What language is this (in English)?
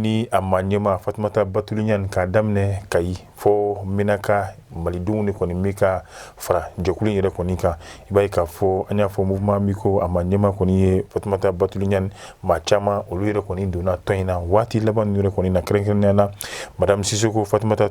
Bambara